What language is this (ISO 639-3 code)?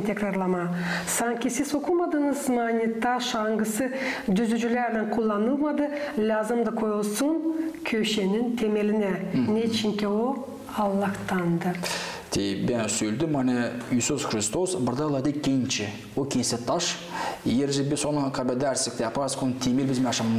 gag